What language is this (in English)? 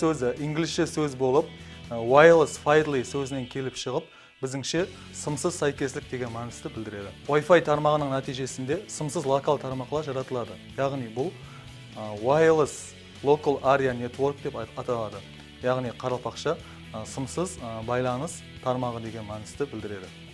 Kara-Kalpak